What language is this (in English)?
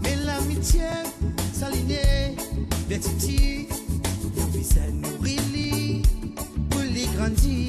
Morisyen